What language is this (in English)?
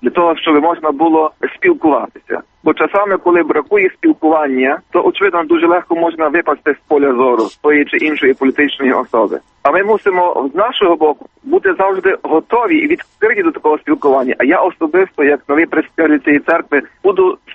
Ukrainian